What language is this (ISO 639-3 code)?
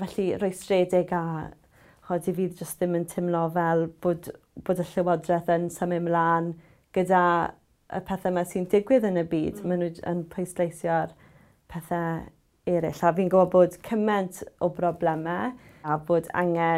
cym